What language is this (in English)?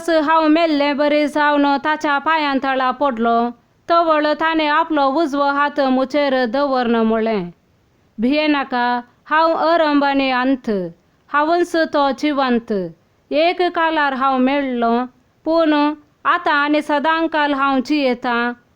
Konkani